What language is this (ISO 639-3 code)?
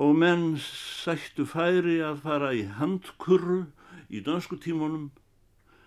isl